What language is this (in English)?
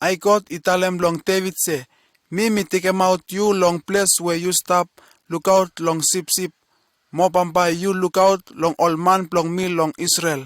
Bislama